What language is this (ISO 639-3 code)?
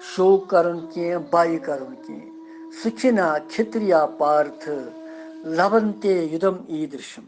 kas